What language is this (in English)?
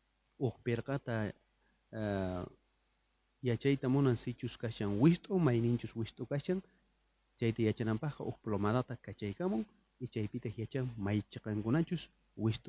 South Bolivian Quechua